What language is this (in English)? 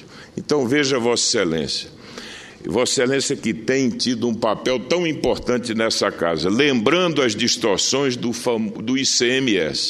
Portuguese